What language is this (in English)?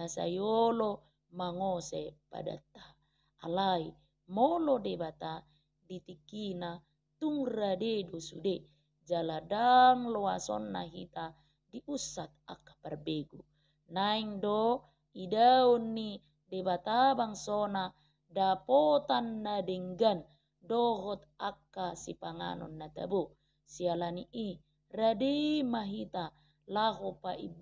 Batak Toba